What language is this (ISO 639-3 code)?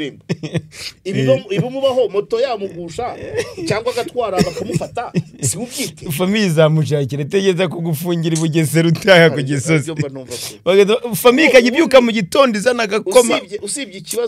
kin